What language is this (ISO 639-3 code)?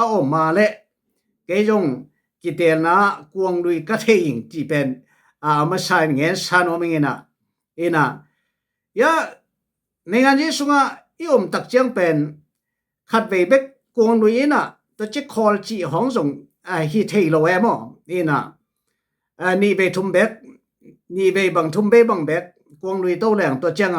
ctd